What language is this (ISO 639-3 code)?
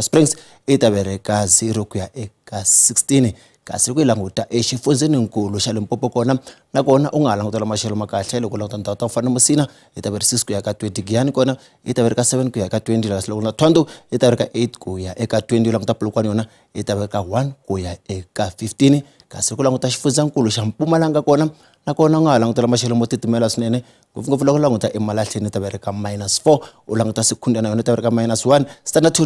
tso